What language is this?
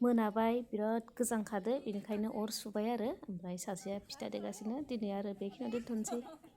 Bodo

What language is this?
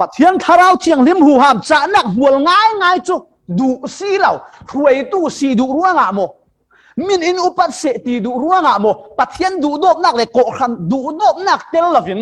Falam Chin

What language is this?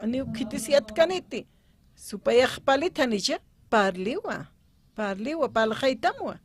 Aymara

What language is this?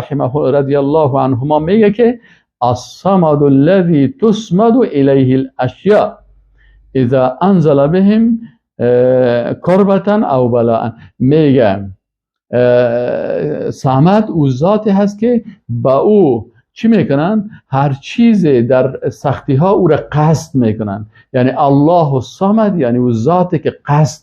Persian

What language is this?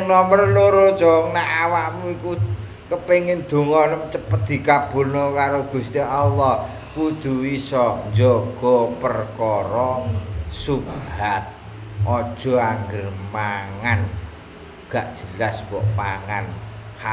Javanese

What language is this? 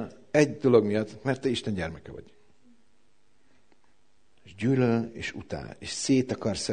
Hungarian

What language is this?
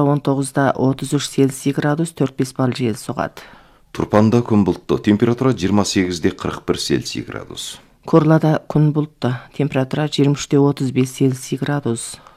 Kazakh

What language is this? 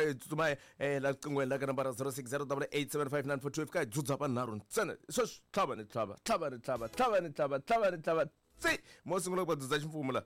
Tsonga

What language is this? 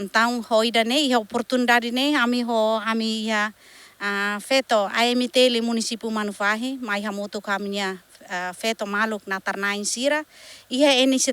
Tetum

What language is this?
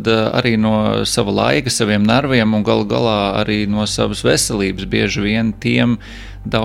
Latvian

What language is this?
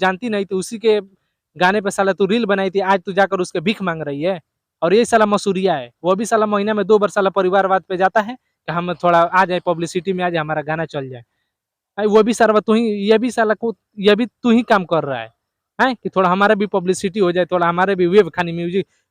Bhojpuri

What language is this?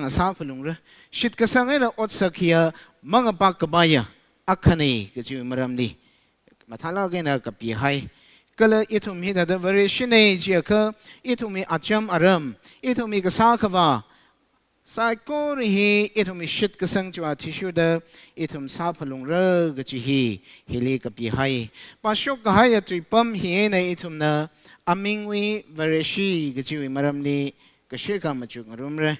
Tangkhul Naga (India)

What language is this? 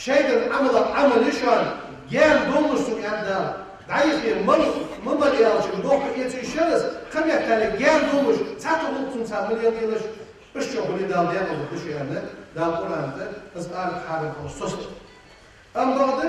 Ingush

